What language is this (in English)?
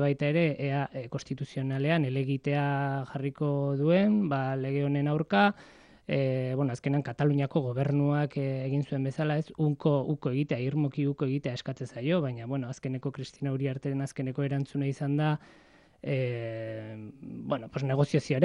Basque